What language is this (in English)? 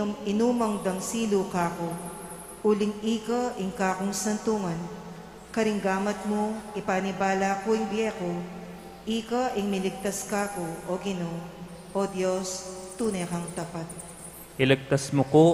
Pampanga